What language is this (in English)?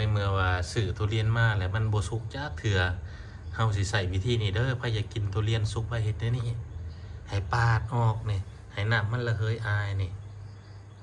Lao